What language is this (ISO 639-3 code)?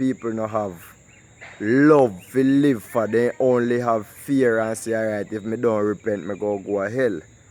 jam